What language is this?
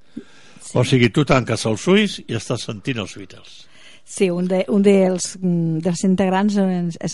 Catalan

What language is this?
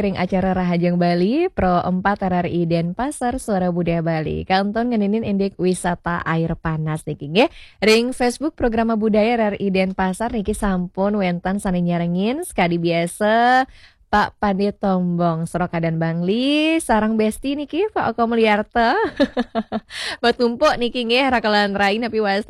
Balinese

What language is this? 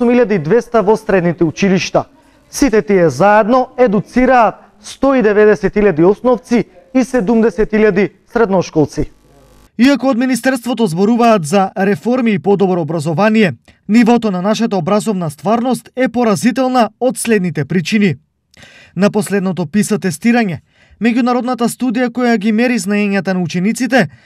Macedonian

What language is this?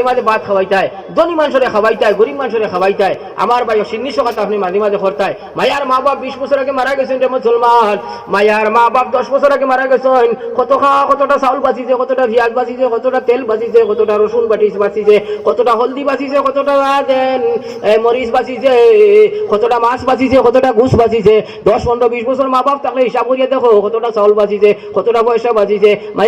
Sylheti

